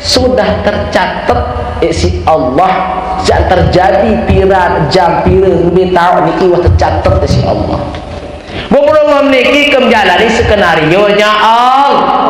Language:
Sasak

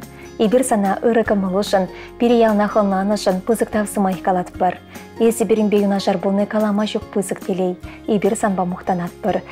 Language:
Chuvash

